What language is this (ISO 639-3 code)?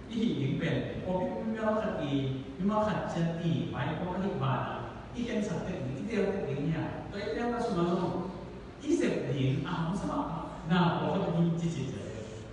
ctd